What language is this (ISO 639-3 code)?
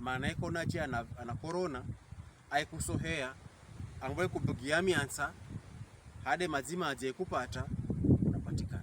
pkb